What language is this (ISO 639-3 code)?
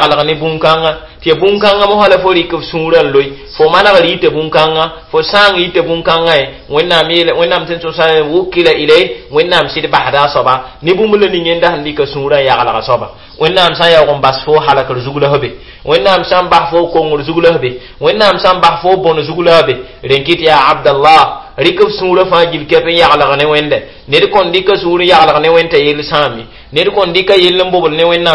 mos